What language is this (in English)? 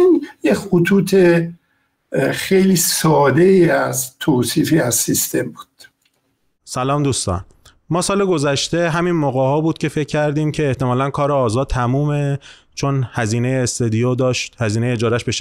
Persian